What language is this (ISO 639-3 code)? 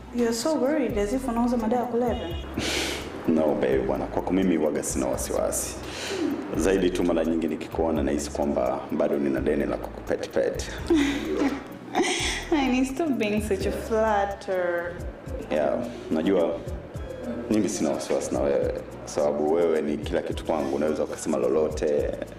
swa